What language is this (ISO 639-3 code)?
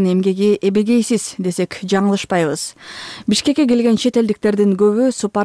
kir